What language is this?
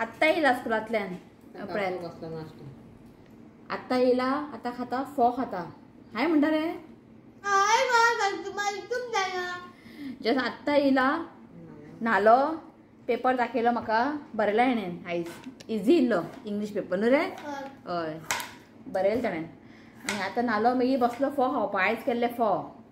Konkani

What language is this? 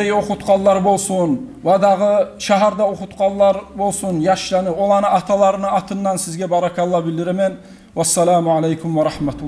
Kumyk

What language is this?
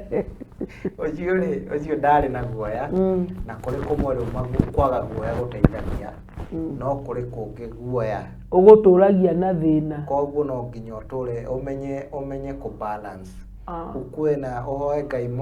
Kikuyu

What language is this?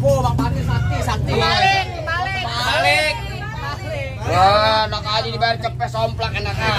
Betawi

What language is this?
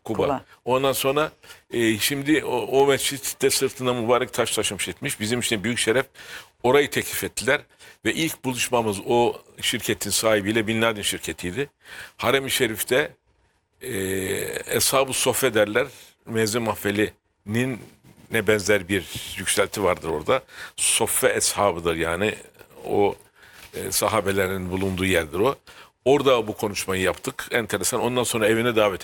Turkish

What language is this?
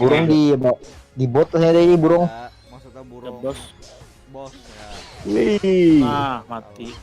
Banjar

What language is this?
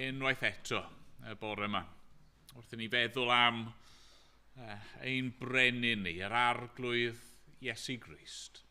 Welsh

